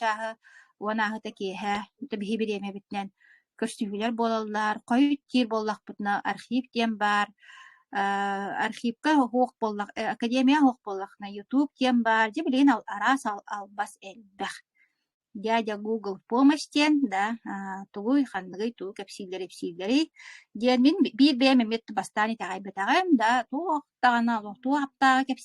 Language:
Yakut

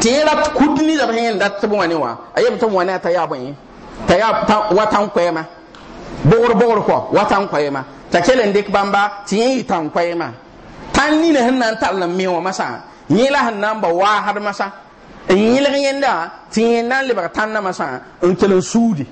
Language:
Mossi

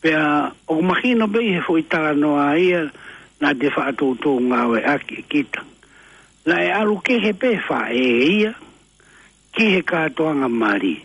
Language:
Tongan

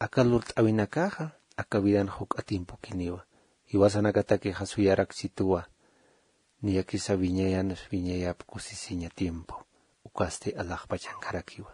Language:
Aymara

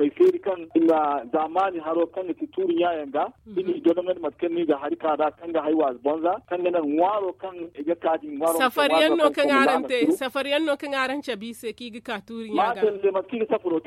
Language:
Zarma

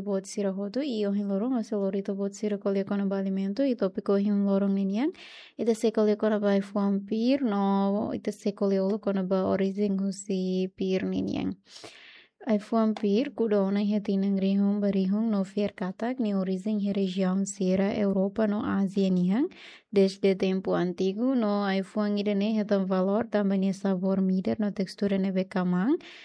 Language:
Tetum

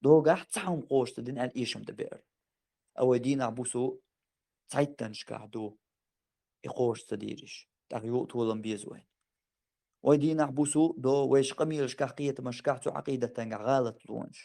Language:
Chechen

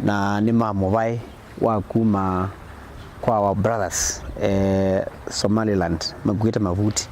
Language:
Kamba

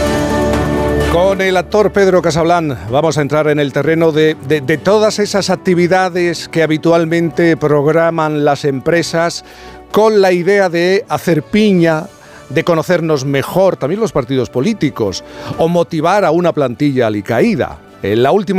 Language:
Spanish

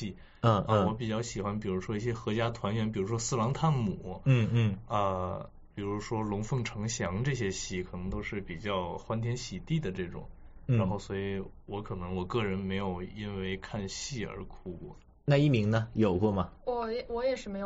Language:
Chinese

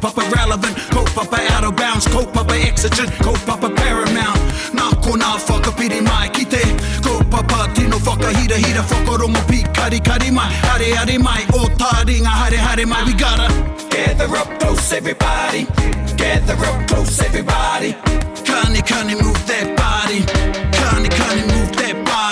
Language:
Māori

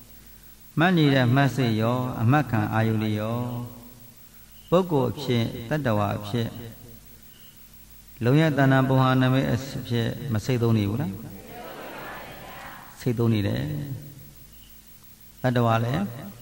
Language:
Burmese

